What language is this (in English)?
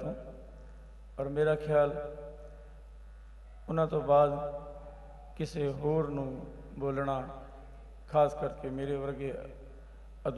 Punjabi